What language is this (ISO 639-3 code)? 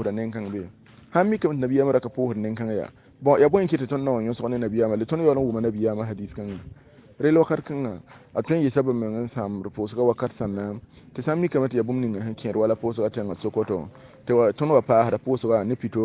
mos